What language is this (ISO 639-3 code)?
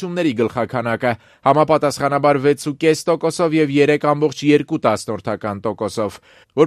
hye